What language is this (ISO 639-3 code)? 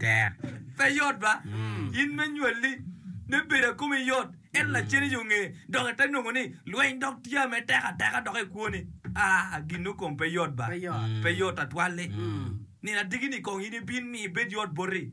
ach